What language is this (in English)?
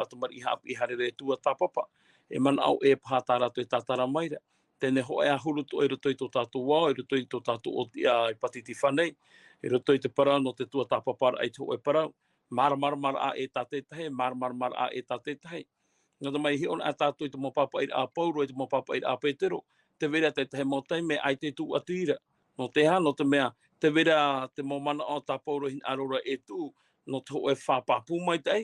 Tahitian